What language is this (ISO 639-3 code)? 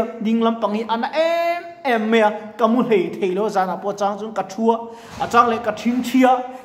lus